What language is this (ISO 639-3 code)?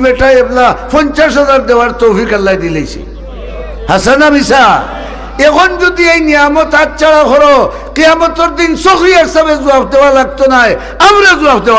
syl